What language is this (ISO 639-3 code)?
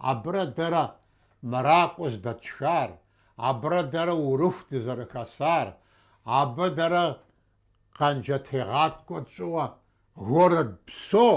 kbd